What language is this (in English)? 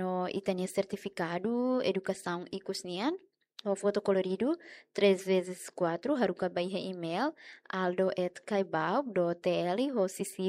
Tetum